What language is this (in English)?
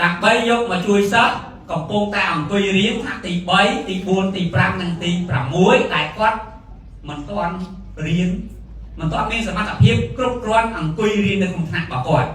Khmer